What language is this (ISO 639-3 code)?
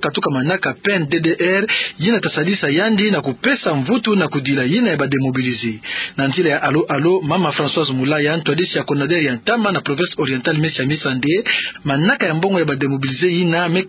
ktu